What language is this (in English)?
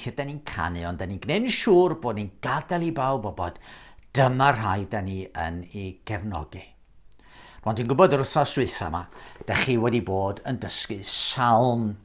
Welsh